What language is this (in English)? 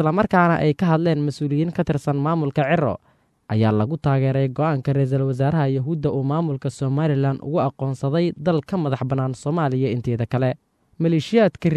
Somali